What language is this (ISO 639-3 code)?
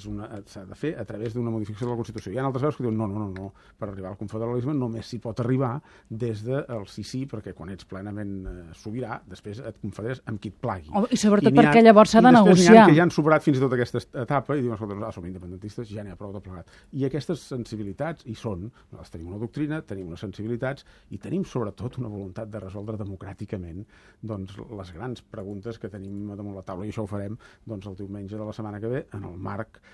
cat